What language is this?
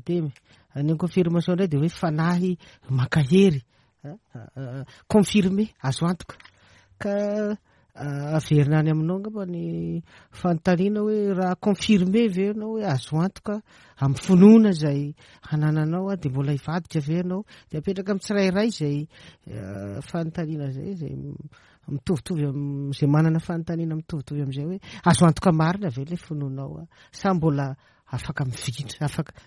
Malagasy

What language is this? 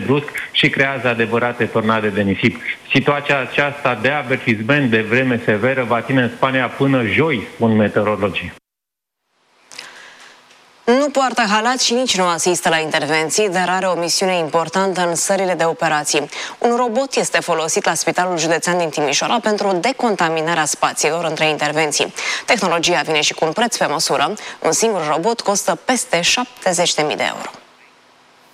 Romanian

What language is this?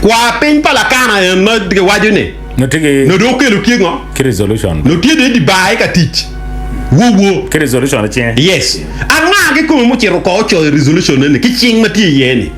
Acoli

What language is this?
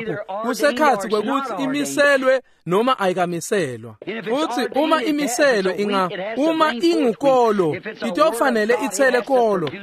Swati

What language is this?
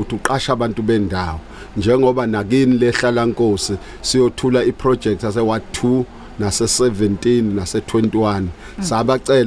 Zulu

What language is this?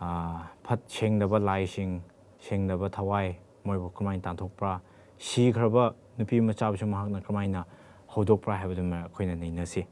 Manipuri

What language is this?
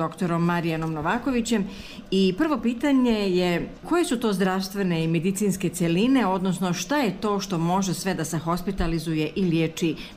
Serbian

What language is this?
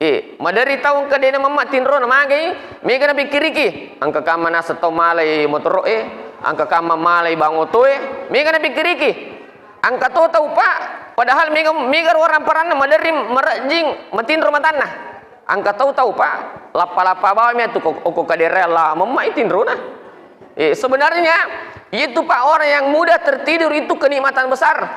Buginese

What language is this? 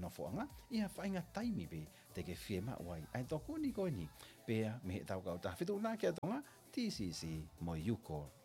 Tongan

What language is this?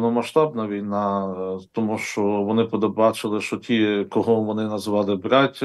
Ukrainian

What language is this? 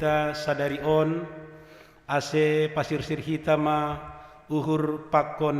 Batak Simalungun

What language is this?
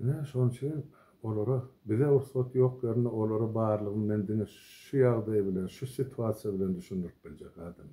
Turkmen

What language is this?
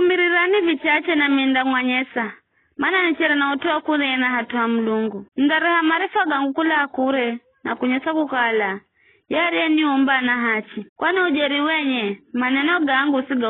Giryama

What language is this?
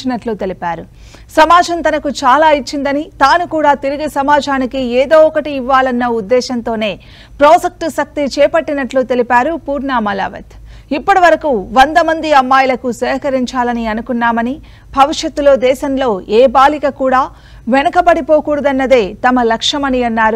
Telugu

